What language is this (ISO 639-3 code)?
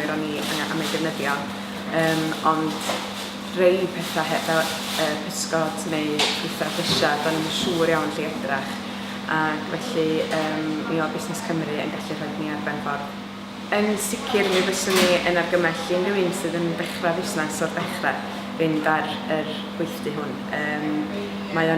cym